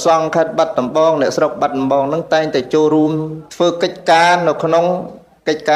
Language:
Khmer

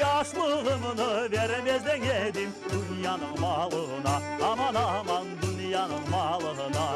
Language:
Crimean Tatar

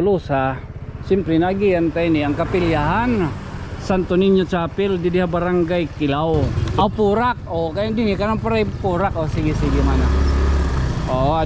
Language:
Waray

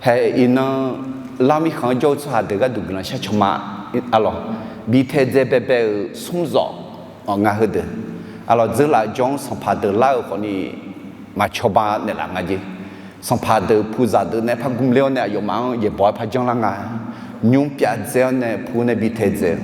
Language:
Akha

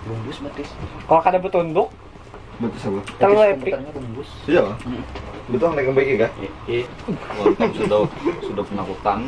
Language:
Banjar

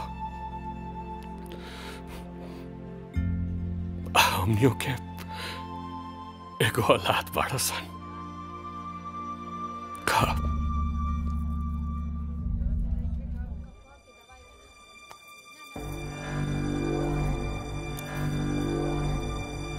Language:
Bhojpuri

